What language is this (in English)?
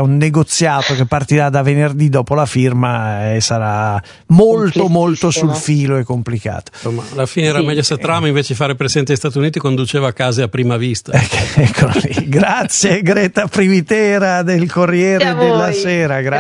Italian